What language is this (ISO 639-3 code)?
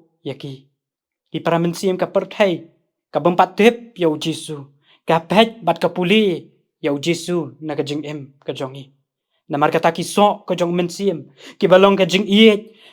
kha